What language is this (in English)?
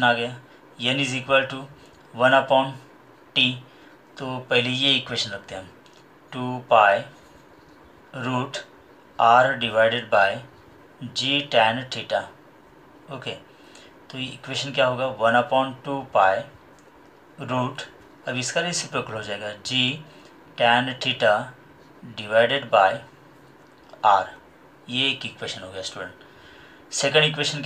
Hindi